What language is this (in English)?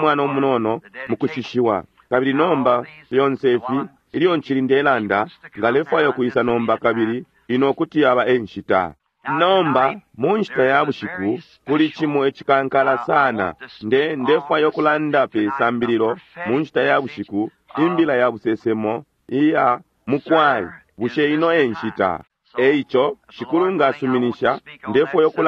Bemba